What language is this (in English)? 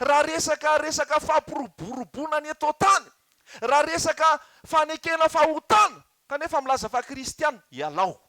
Malagasy